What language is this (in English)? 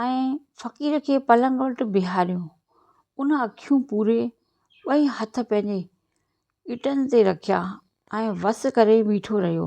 Sindhi